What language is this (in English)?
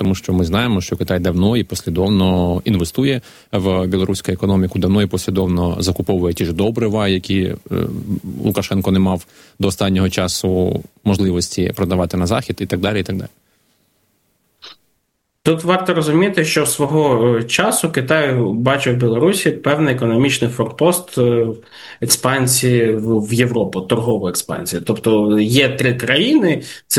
Ukrainian